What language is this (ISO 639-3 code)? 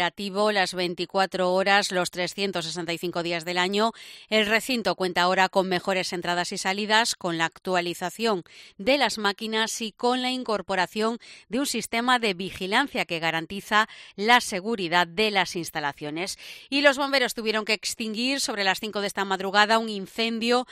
spa